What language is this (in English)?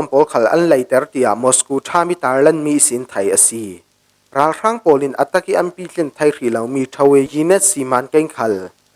Falam Chin